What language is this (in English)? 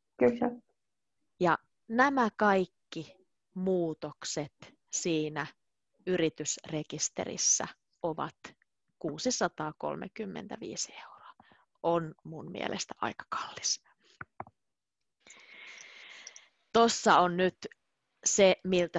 Finnish